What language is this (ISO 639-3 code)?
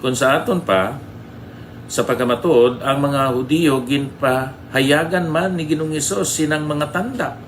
hil